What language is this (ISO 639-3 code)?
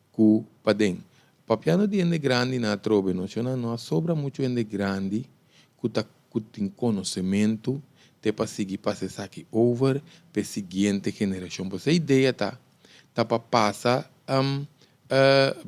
pap